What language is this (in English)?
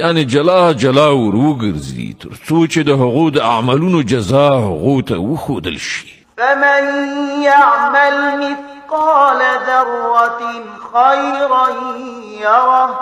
Pashto